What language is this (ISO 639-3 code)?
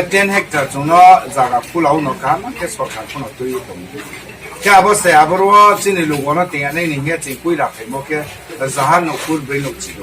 ria